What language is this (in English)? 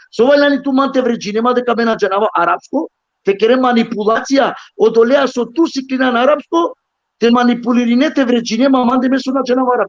Balkan Romani